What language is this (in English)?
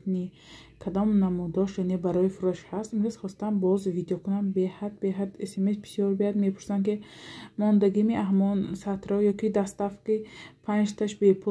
Tajik